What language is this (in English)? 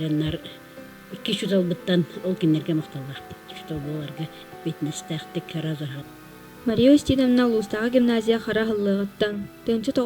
Yakut